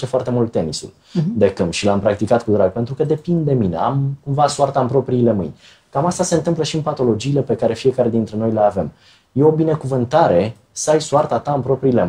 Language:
Romanian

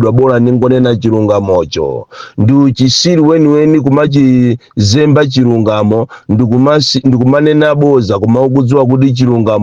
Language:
Nyanja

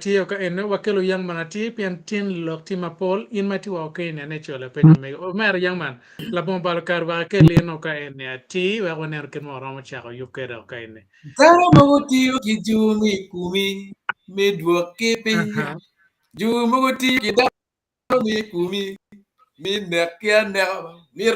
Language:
Acoli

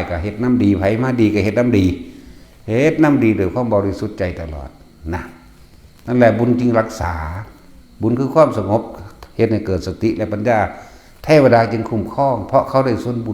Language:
Northeastern Thai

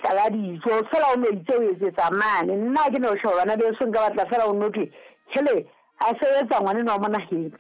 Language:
Southern Sotho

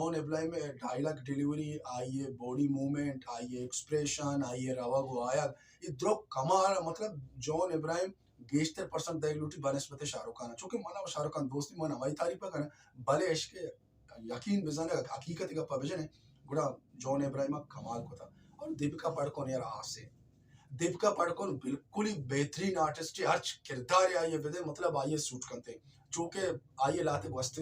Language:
Baluchi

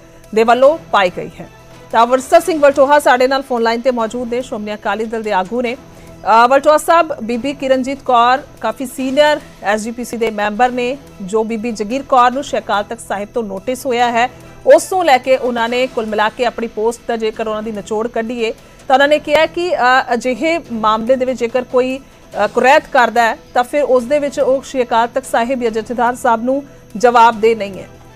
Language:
Punjabi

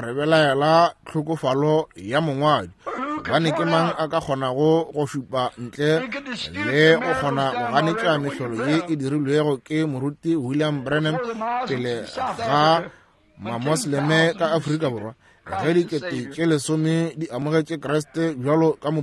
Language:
Northern Sotho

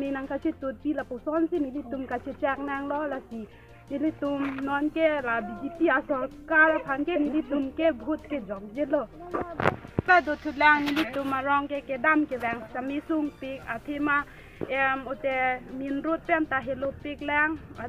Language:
Karbi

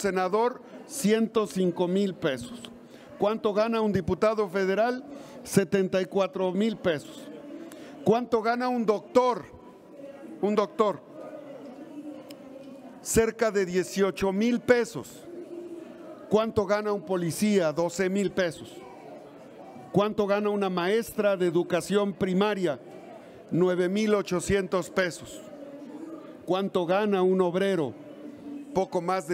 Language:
Spanish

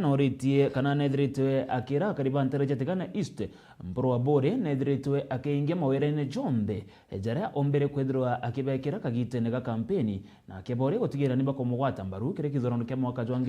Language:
Meru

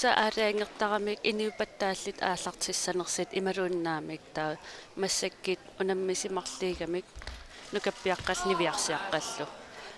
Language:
Kalaallisut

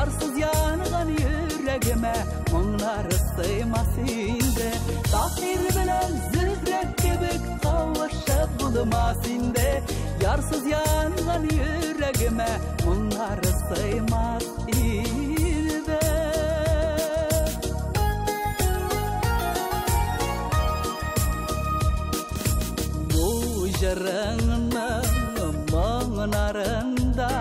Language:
Tatar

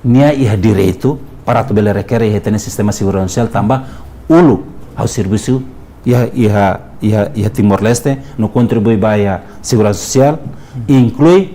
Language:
Tetum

